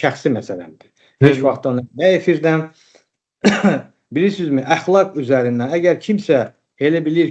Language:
Azerbaijani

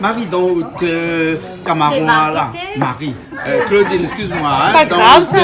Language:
Réunion Creole French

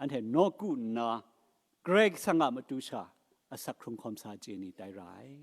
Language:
Kachin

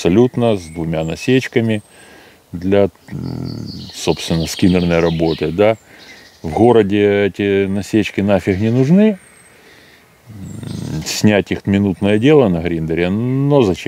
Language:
Russian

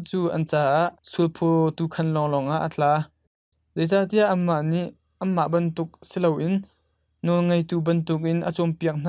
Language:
Hakha Chin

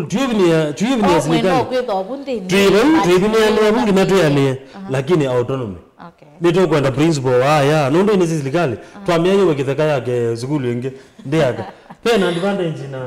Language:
Kamba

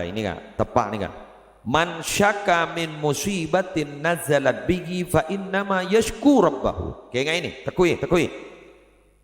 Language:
Madurese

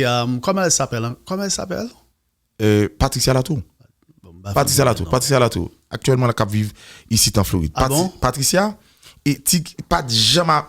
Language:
Haitian Creole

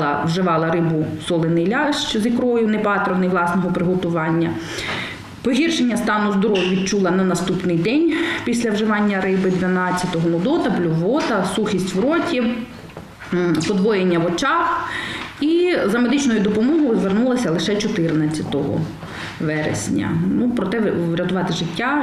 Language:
Ukrainian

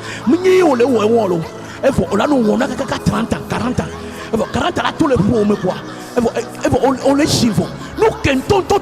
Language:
Ewe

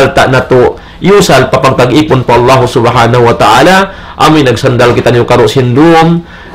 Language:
Tausug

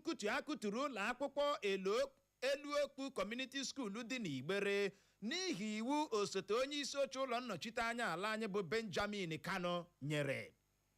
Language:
Igbo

